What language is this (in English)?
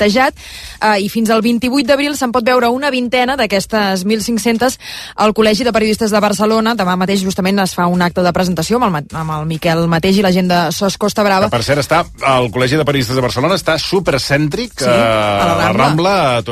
Catalan